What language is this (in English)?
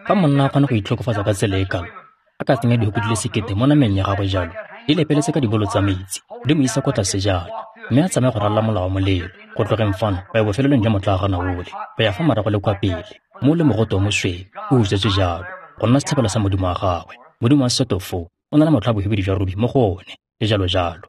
Tswana